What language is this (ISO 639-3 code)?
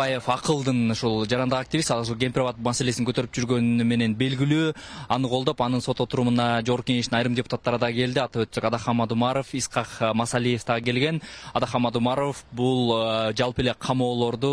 kir